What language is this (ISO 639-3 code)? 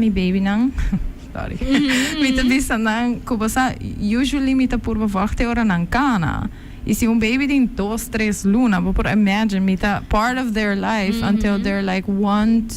pap